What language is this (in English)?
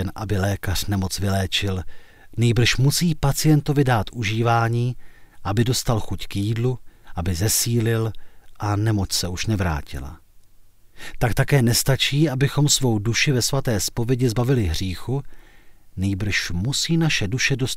Czech